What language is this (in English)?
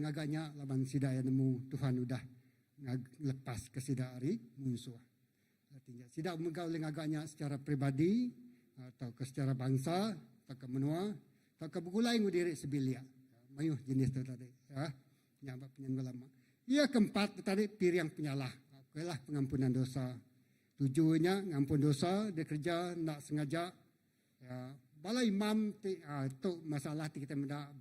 Iban